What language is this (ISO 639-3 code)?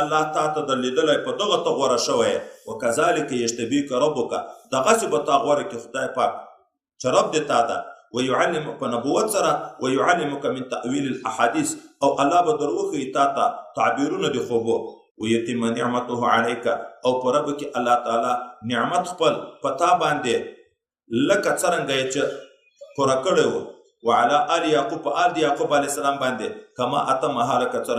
pus